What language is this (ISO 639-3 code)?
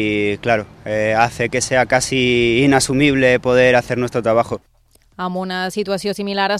cat